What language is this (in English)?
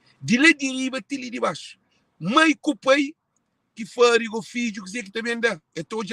Kabuverdianu